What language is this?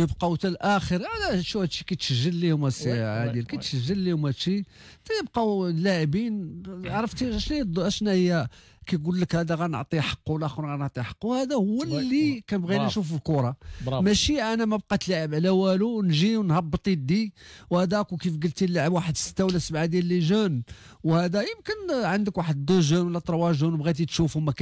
Moroccan Arabic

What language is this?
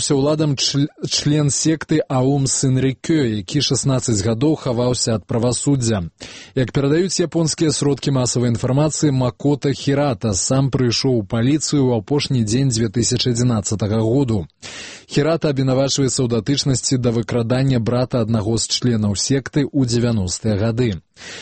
Belarusian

